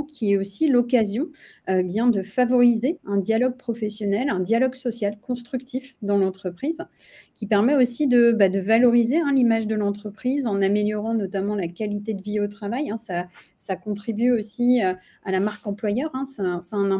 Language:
French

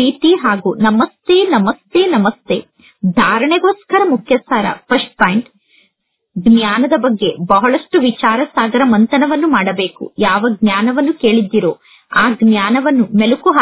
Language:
Kannada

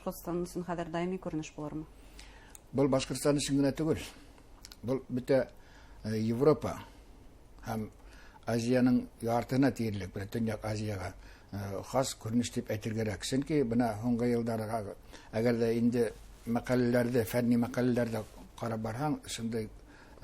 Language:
Bashkir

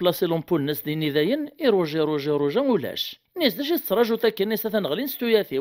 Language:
Kabyle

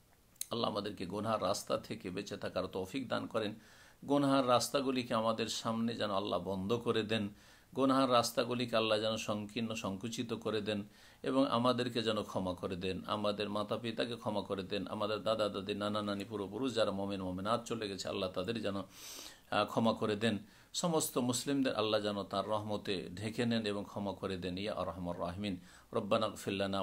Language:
Bangla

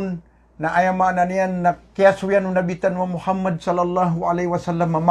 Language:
Maranao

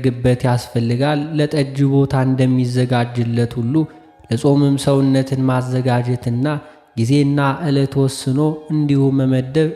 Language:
Amharic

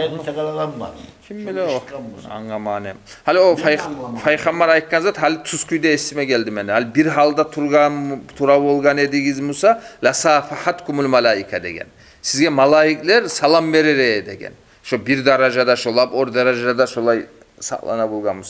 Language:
Kumyk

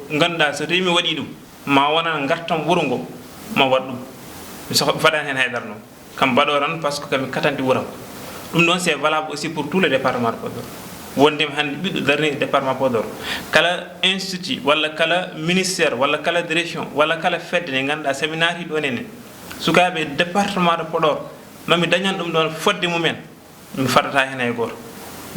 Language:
Fula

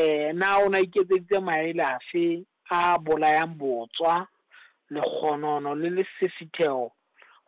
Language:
Southern Sotho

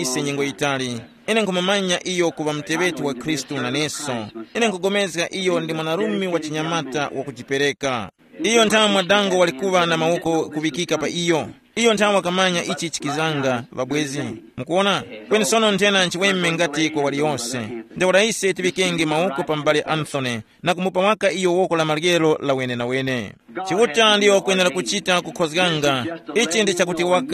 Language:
Tumbuka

